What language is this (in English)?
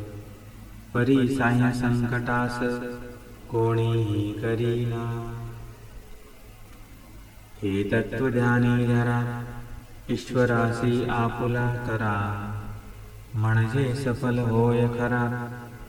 Marathi